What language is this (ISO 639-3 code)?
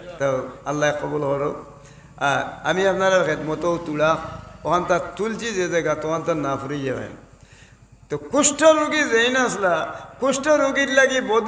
syl